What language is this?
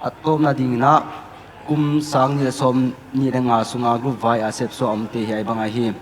Paite Chin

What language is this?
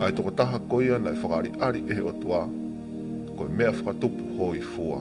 Tongan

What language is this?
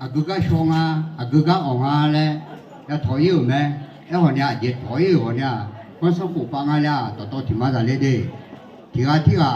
Akha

